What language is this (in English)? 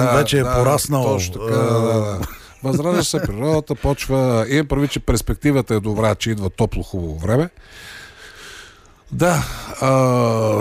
Bulgarian